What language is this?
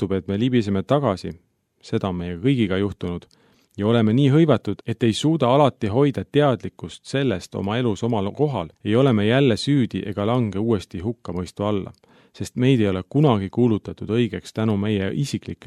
Estonian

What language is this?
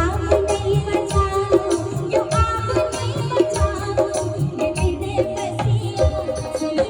Maithili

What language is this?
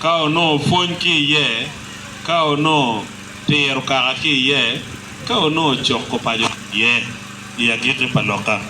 Acoli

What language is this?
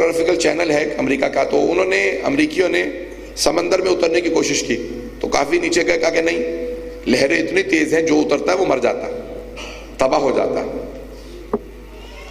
Urdu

